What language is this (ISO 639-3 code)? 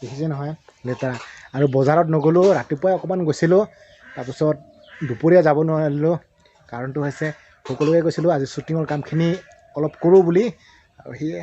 asm